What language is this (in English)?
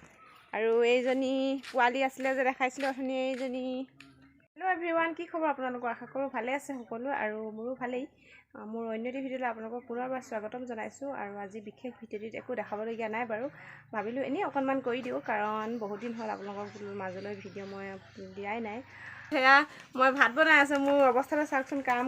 Assamese